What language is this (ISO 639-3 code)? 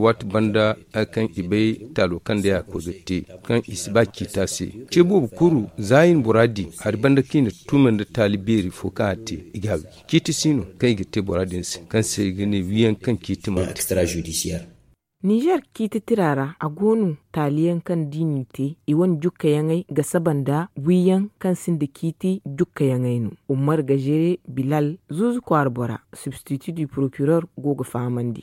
dje